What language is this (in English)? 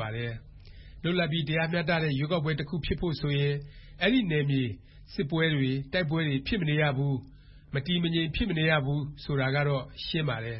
Burmese